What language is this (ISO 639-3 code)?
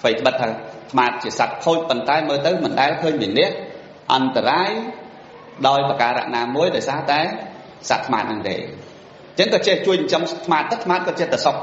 khm